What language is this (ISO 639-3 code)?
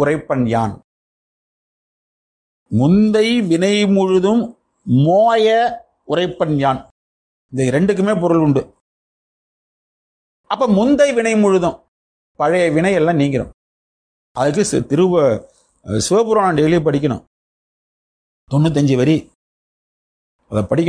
tam